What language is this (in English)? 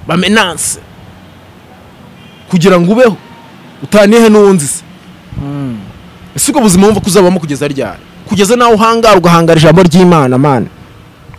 Kinyarwanda